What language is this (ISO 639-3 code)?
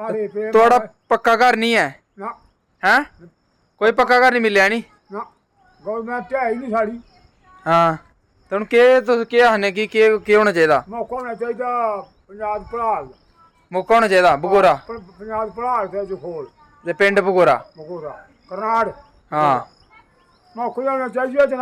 doi